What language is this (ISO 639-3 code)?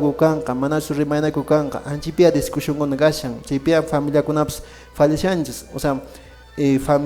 que